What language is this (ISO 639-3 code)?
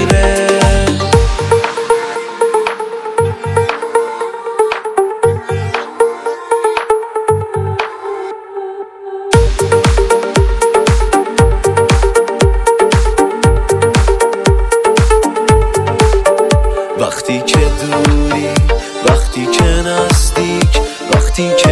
fas